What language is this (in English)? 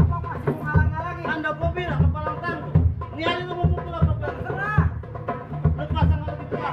Betawi